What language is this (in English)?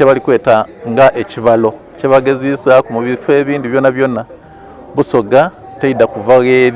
Soga